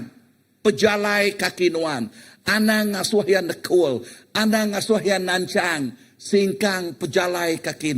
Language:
Iban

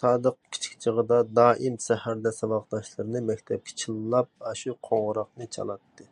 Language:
Uyghur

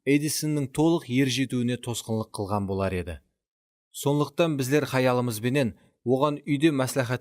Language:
Kara-Kalpak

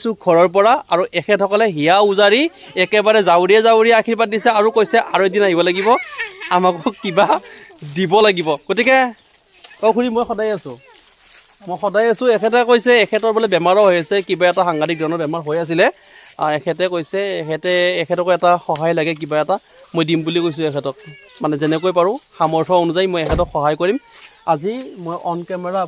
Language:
Assamese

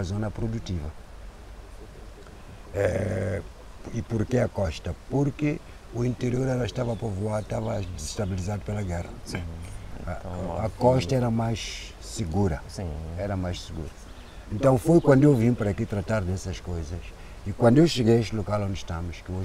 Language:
Portuguese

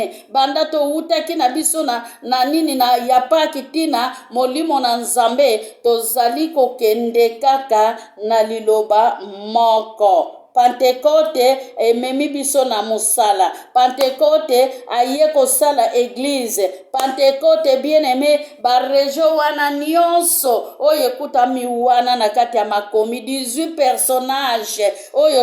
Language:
Lingala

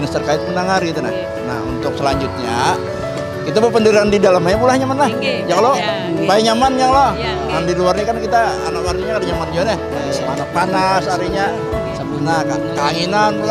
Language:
Banjar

